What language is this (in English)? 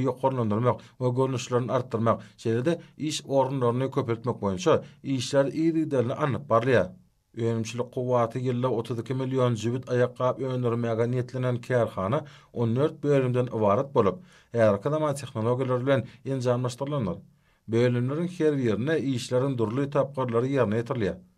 Turkmen